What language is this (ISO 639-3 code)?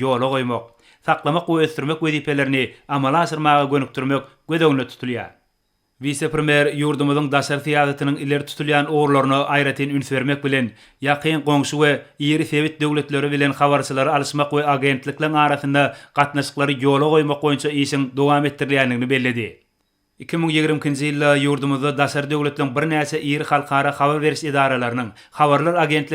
tuk